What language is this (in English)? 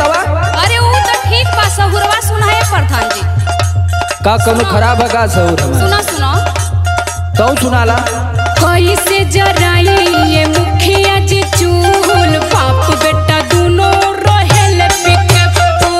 Bhojpuri